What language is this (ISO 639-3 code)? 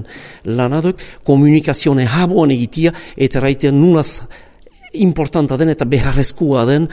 eus